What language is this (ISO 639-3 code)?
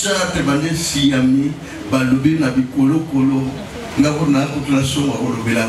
lin